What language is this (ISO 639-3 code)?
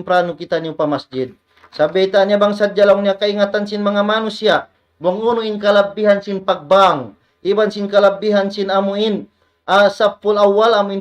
tsg